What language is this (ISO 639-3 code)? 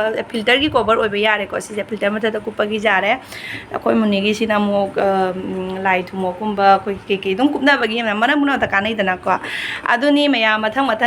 mni